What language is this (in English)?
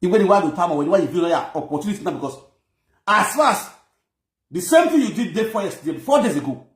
Nigerian Pidgin